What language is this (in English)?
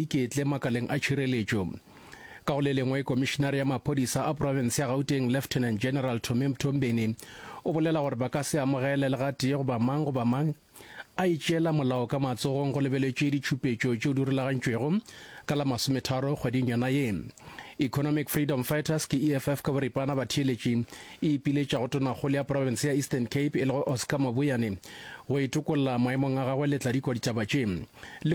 Northern Sotho